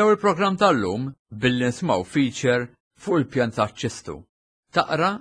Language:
Maltese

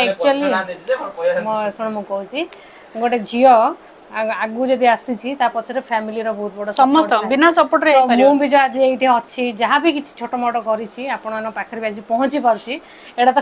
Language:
Odia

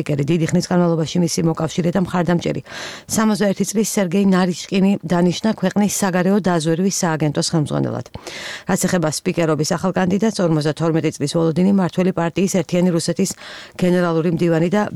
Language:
Georgian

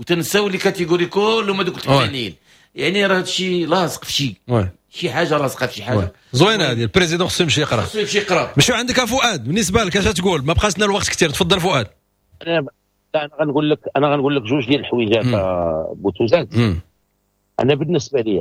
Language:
Moroccan Arabic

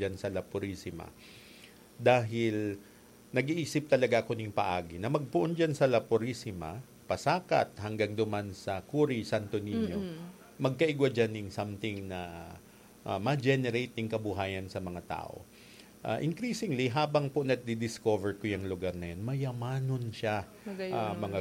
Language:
Bikol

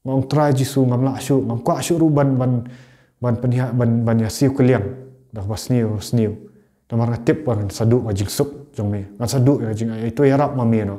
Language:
Khasi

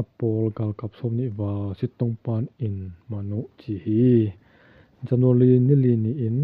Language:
Tedim Chin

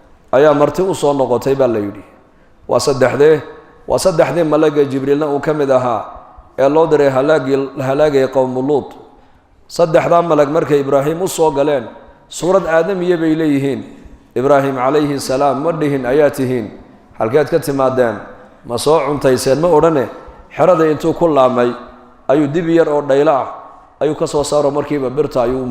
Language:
Somali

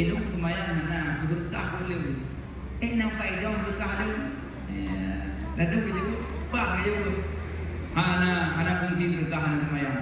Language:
Achinese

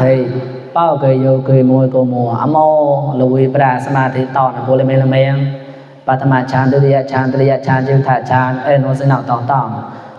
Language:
Mon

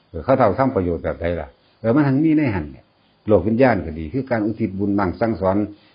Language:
Northeastern Thai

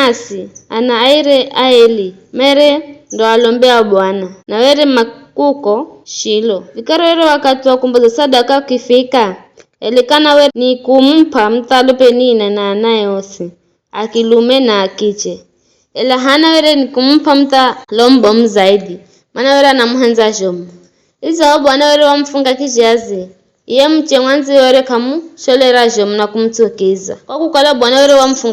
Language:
Giryama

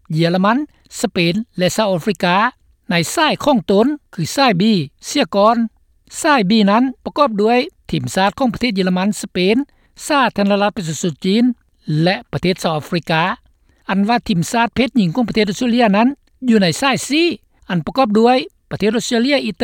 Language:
Lao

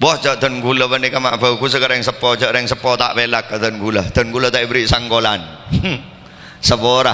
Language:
Madurese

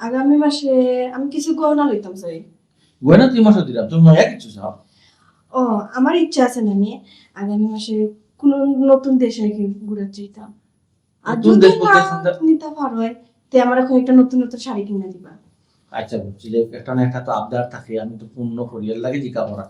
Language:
Sylheti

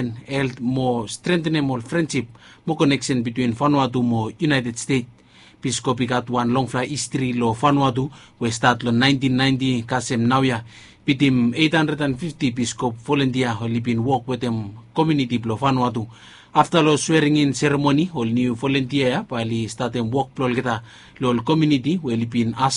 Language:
Bislama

